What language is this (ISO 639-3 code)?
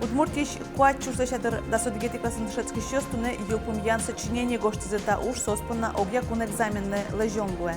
udm